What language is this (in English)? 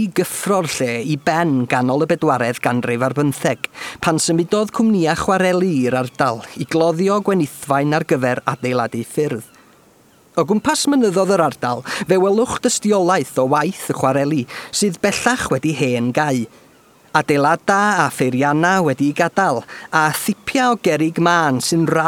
Welsh